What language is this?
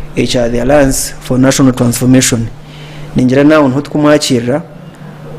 Nyankole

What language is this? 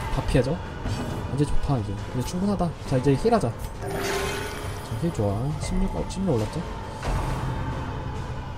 Korean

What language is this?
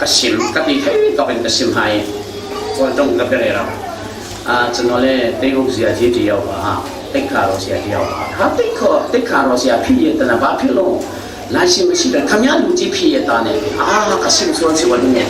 Falam Chin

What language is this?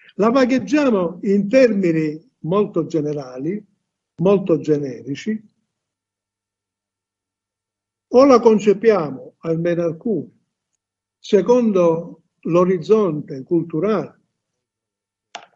Italian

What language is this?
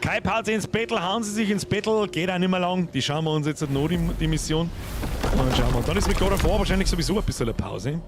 Bavarian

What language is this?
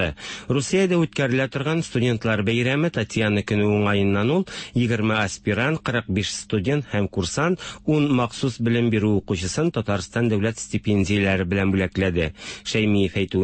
Tatar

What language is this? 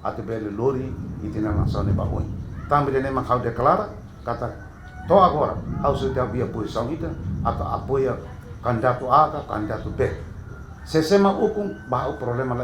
Tetum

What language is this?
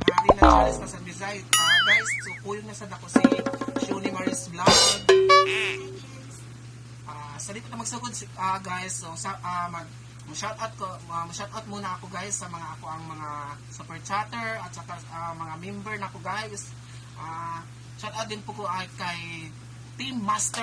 Cebuano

